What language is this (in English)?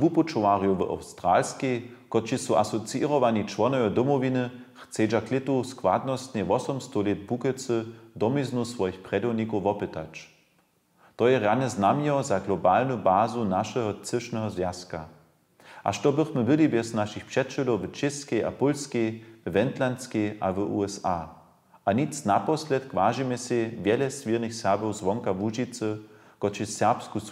Upper Sorbian